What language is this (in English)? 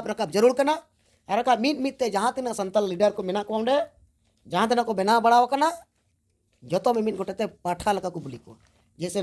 Santali